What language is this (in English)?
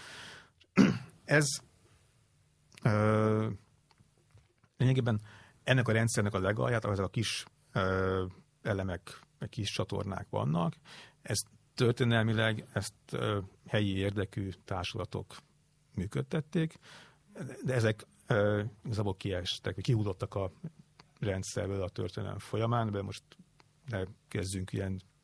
Hungarian